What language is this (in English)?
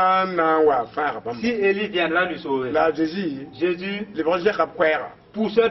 Mossi